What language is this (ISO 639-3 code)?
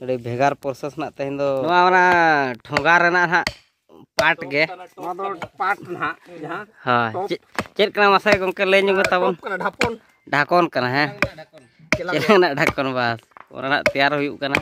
sat